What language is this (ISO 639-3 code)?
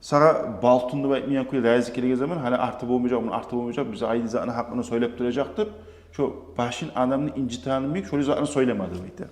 kum